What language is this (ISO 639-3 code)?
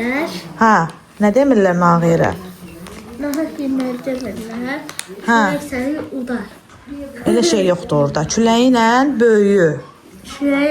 aze